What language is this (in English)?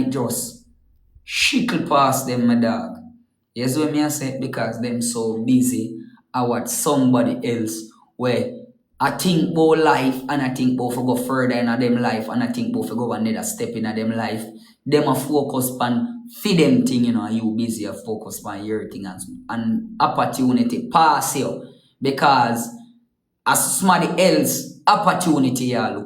Jamaican Creole English